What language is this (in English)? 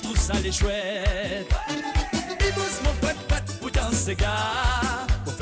Morisyen